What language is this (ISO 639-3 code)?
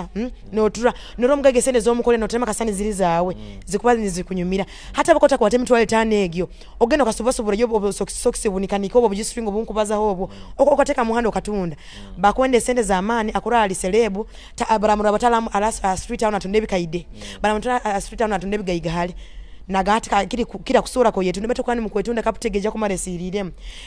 nyo